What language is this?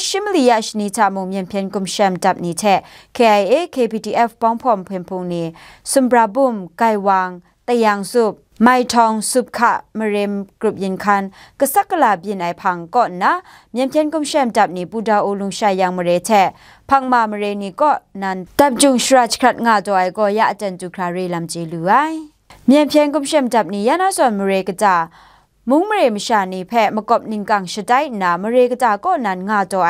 Kachin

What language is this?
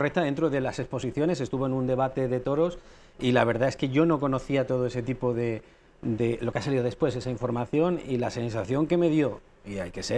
Spanish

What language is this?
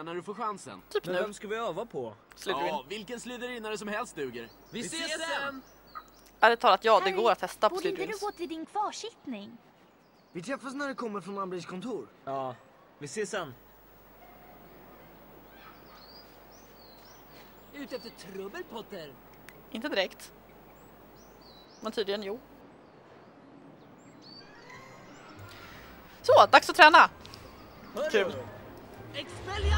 Swedish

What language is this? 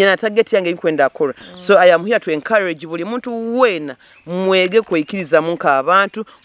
Nyoro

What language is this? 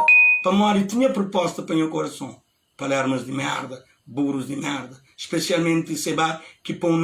Kabuverdianu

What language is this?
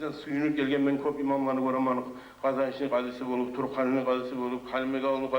Kumyk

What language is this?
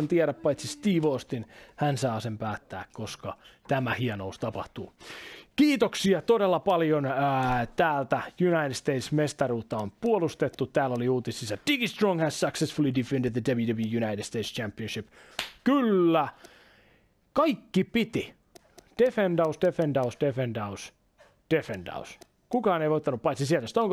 Finnish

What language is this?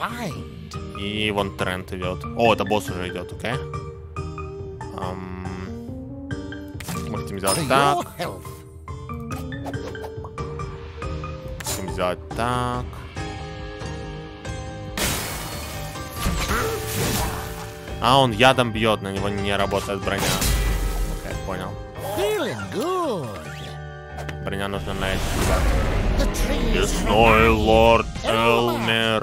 Russian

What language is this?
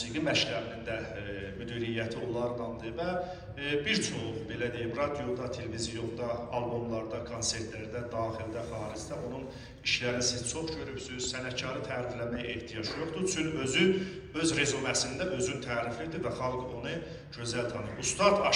South Azerbaijani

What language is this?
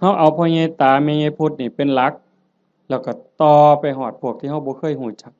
Northeastern Thai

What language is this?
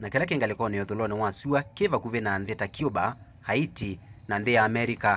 Kamba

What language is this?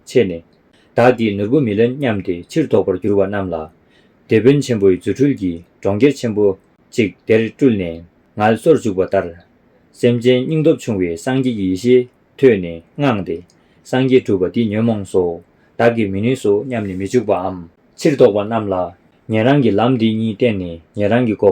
Tibetan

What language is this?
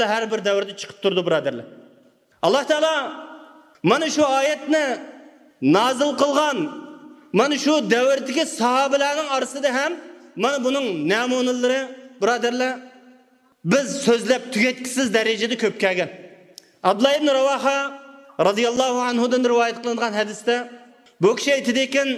Uyghur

